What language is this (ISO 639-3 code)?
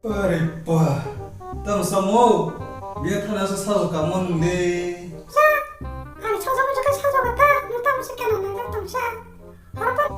trp